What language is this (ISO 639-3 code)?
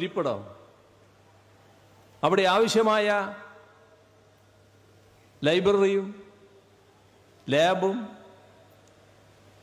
mal